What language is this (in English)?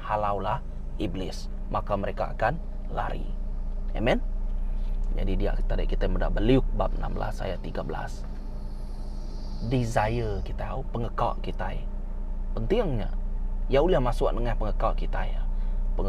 Iban